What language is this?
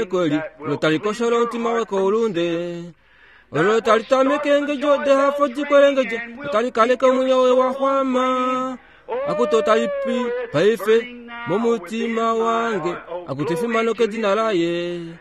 Kuanyama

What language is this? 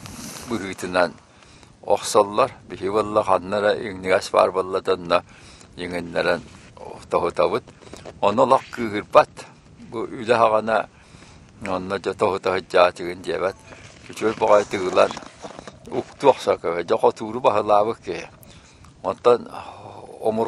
Yakut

